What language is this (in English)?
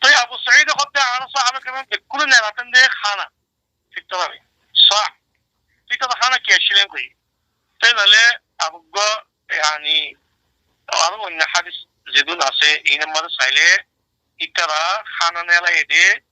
Rohingya